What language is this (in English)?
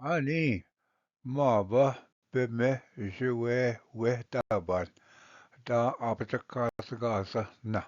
Ojibwa